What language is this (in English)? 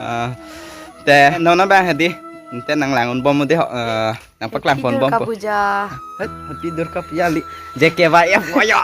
Karbi